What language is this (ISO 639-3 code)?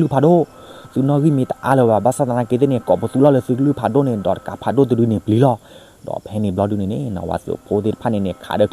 ksw